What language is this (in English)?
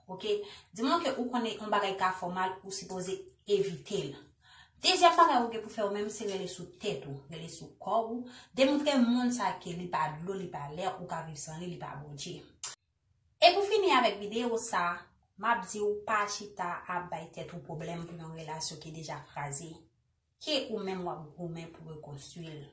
Haitian Creole